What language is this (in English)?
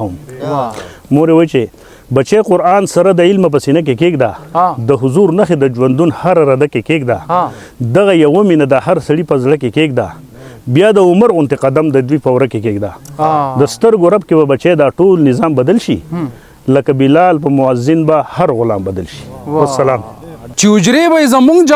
Pashto